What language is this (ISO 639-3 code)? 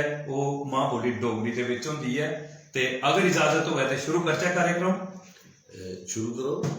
doi